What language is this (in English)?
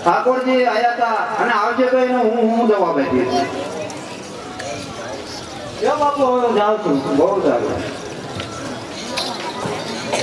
Gujarati